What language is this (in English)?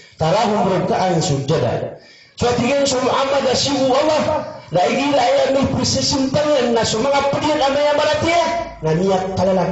Maranao